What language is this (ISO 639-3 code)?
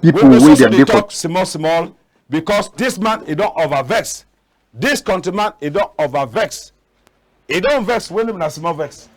wes